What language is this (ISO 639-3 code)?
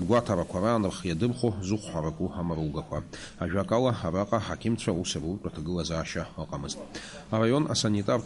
abk